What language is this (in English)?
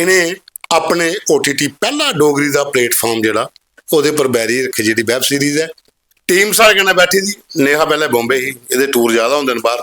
Dogri